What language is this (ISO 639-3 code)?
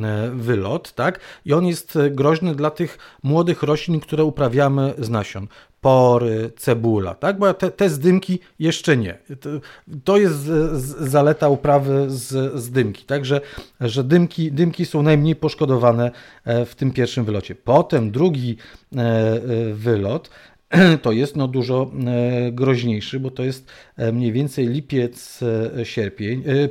pol